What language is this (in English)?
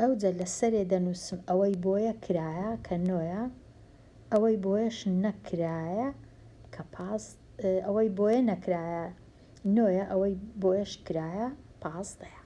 Central Kurdish